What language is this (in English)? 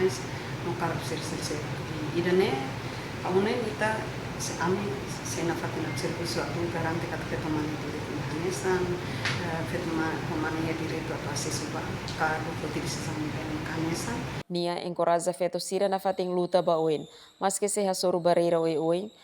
Tetum